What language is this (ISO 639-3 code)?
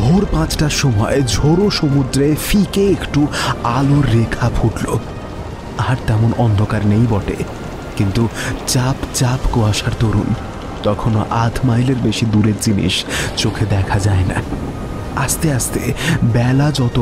ben